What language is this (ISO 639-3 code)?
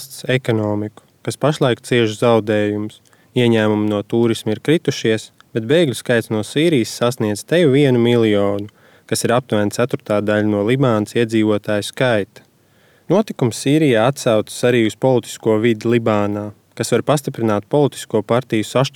lav